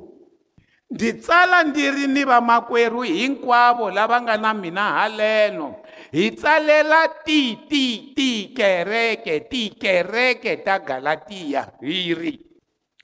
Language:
Tsonga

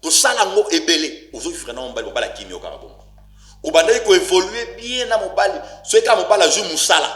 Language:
Lingala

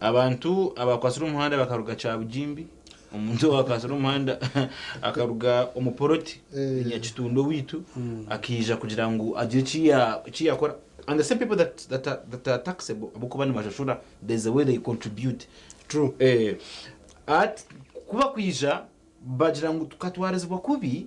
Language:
Nyankole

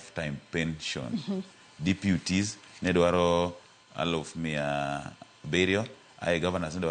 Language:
Luo (Kenya and Tanzania)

